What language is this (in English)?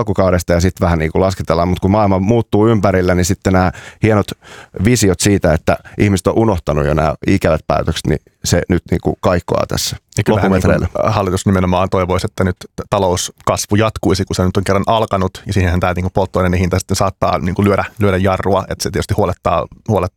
Finnish